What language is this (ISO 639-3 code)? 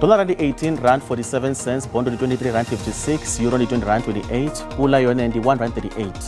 ven